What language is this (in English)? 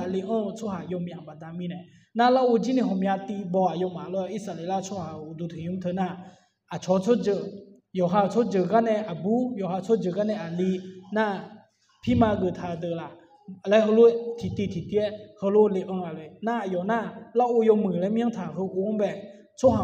Akha